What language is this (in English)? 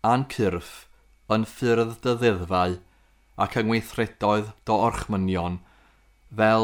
Welsh